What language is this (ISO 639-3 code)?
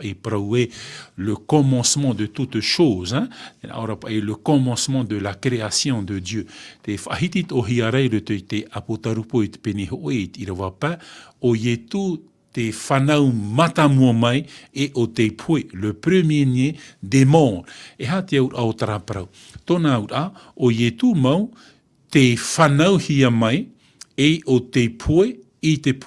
tah